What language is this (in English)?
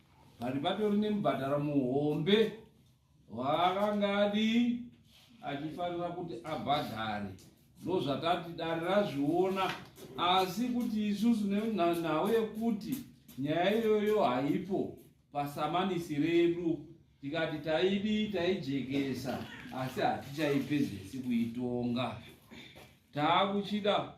Shona